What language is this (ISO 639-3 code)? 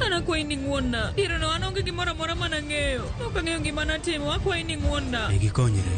luo